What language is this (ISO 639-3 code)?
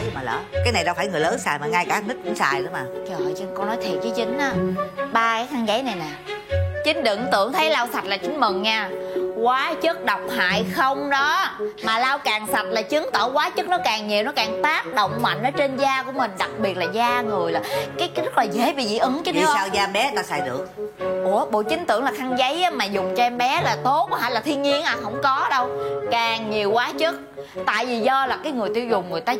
vie